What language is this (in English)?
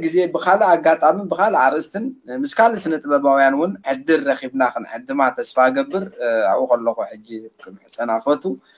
Tigrinya